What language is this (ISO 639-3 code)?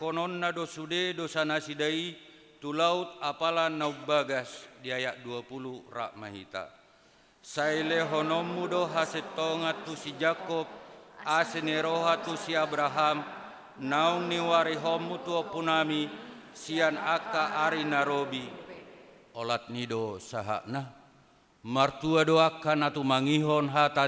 bbc